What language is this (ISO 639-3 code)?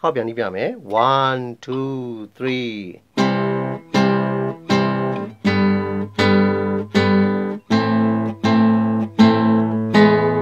mya